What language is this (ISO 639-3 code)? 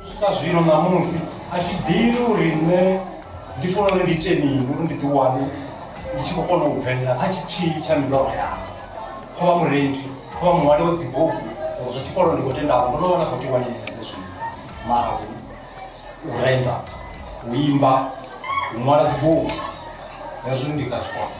ven